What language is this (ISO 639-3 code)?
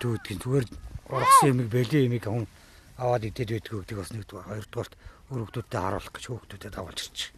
mon